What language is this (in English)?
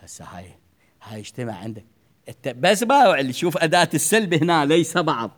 Mesopotamian Arabic